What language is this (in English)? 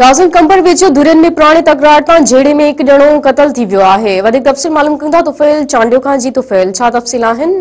Sindhi